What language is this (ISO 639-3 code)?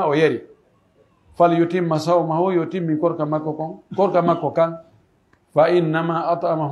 fuf